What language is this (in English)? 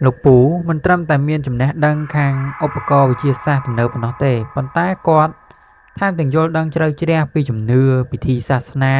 Khmer